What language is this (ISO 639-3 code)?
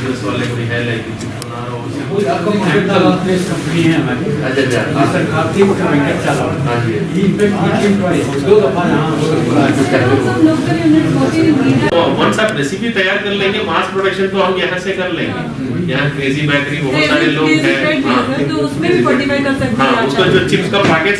hin